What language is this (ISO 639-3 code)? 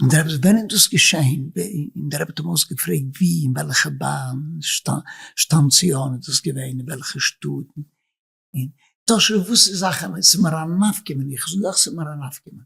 yid